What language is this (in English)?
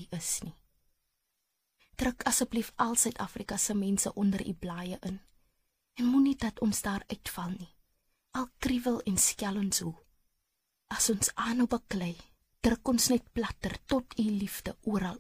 Afrikaans